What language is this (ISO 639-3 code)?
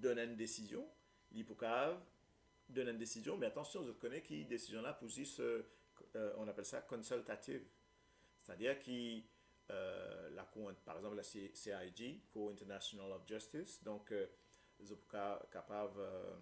mfe